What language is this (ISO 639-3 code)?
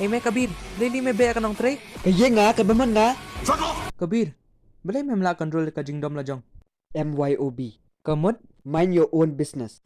kha